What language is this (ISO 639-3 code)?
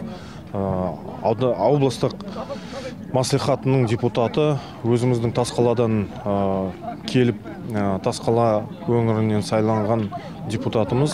kaz